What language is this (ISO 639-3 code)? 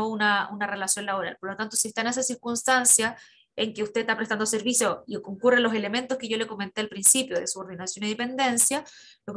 spa